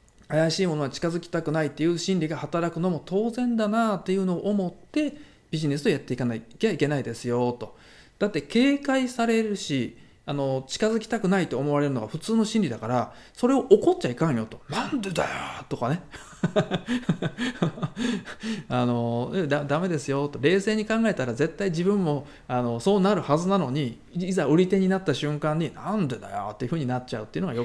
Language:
Japanese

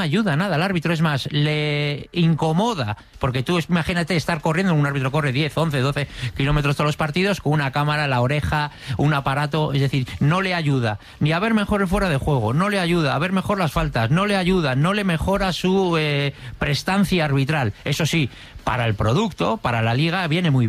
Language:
Spanish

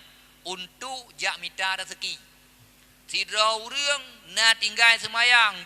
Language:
Achinese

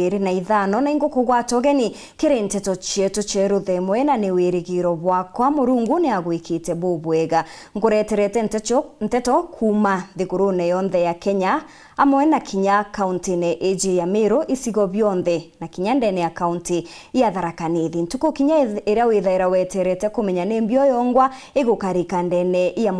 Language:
Meru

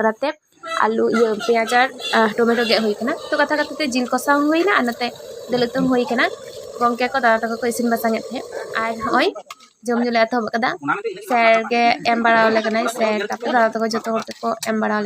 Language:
Santali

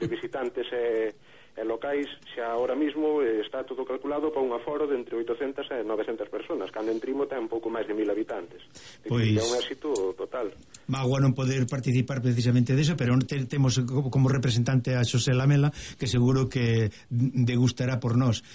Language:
Galician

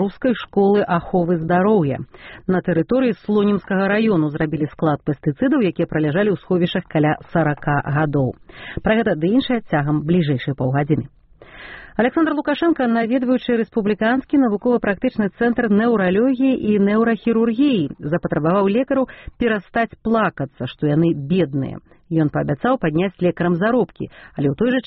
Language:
Belarusian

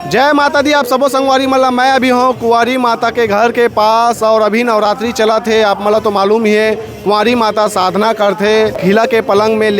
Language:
Chhattisgarhi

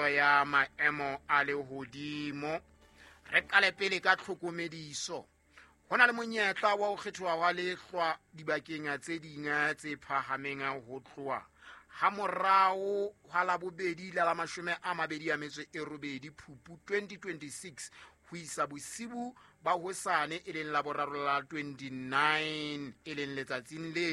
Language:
Southern Sotho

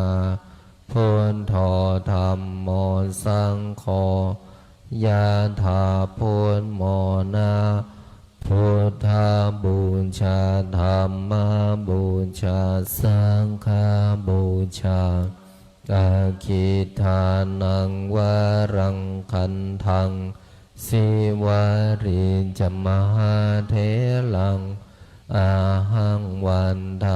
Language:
Pali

